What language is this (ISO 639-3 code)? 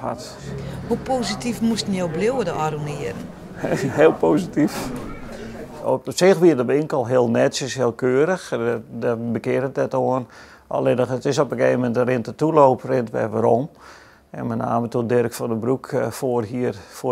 fry